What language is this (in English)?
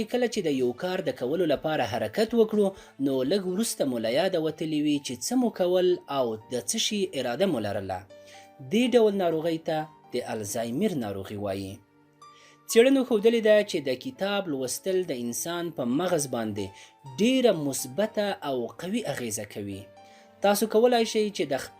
Pashto